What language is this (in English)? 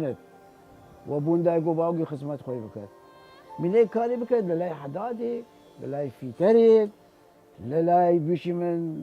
Southern Kurdish